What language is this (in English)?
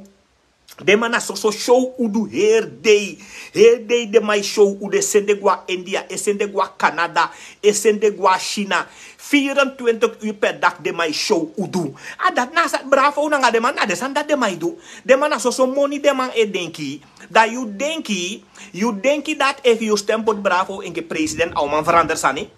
Sranan Tongo